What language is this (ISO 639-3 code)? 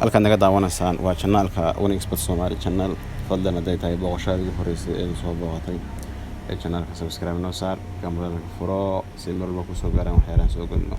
som